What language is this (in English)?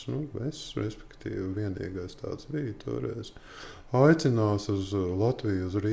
Latvian